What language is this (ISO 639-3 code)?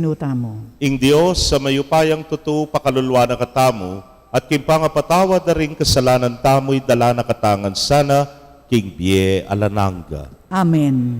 pam